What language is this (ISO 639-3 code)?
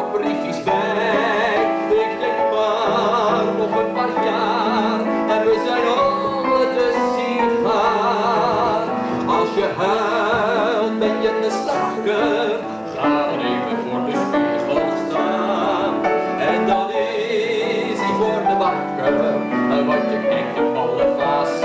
nld